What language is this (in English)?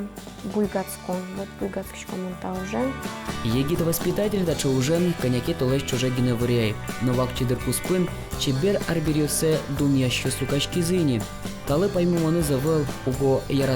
Udmurt